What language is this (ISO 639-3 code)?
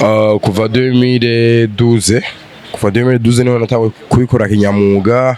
run